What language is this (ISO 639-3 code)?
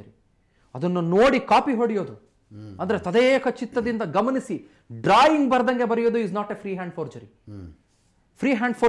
kan